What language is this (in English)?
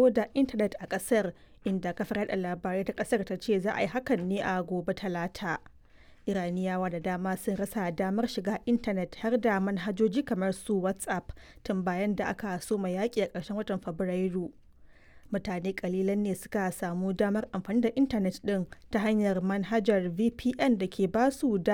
Hausa